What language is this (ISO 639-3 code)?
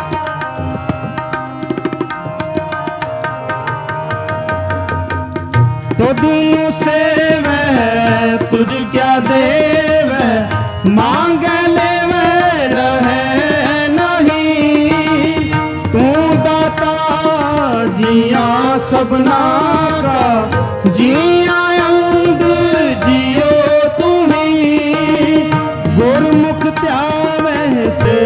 pan